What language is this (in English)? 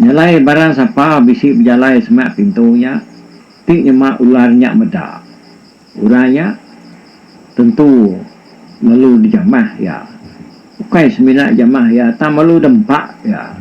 Iban